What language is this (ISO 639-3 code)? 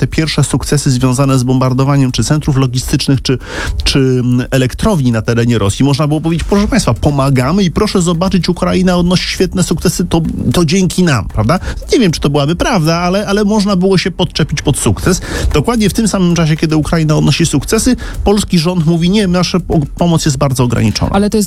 pol